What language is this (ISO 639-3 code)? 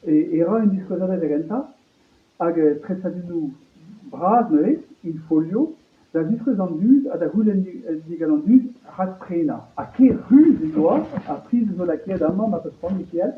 bre